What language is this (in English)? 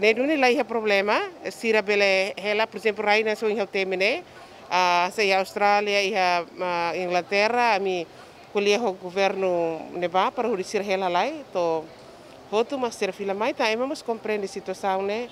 Tetum